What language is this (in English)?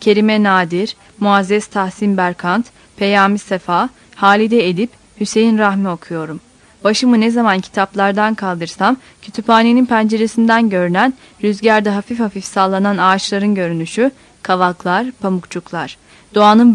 Turkish